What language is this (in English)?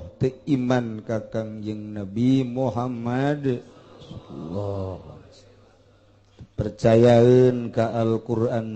Sundanese